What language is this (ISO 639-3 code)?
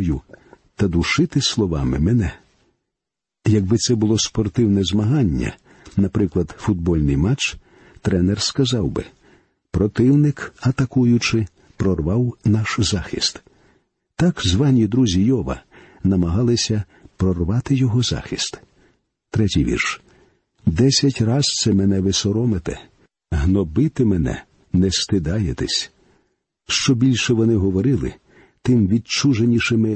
ukr